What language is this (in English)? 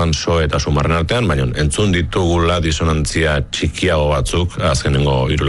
Basque